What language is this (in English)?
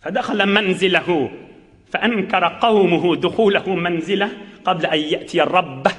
Turkmen